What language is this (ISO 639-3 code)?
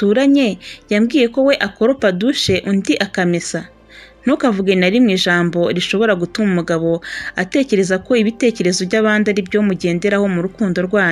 kin